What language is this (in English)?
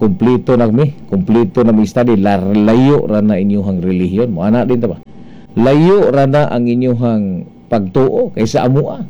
Cebuano